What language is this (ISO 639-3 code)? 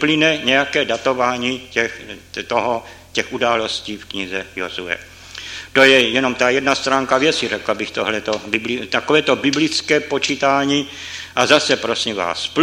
ces